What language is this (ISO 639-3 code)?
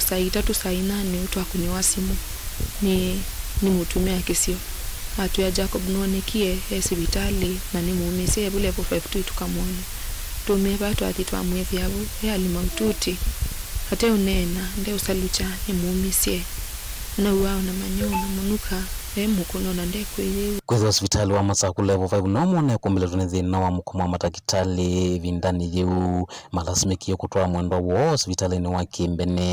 kam